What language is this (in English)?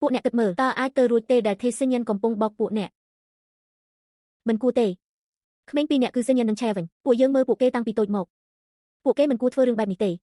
Khmer